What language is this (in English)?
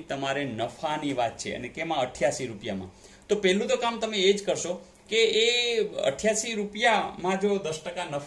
Gujarati